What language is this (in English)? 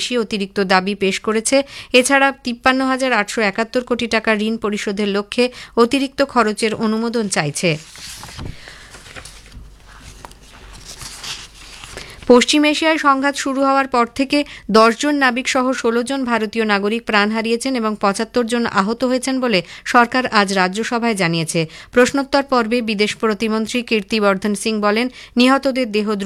Bangla